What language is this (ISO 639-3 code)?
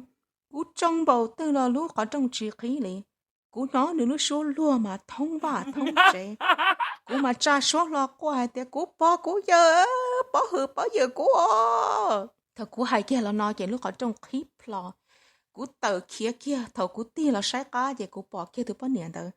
hmn